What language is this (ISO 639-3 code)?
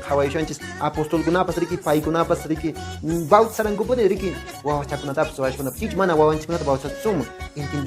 que